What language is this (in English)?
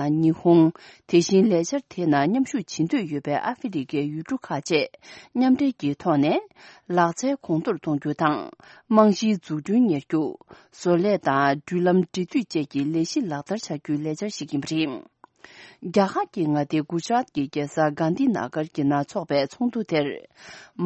Tibetan